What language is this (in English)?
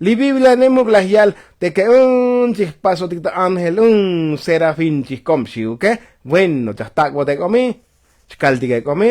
Tzotzil